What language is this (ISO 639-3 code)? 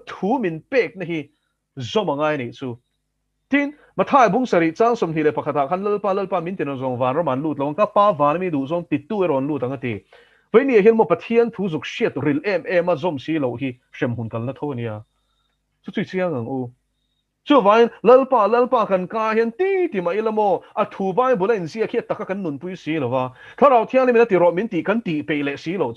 lus